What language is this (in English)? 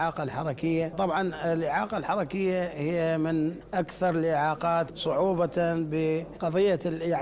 Mesopotamian Arabic